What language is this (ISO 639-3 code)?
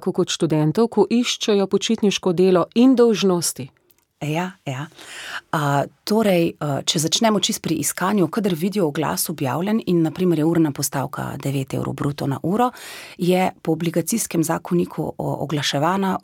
slv